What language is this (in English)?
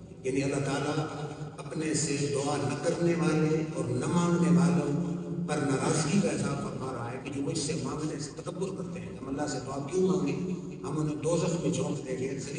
Urdu